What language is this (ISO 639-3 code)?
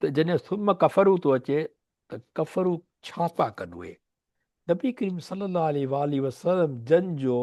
snd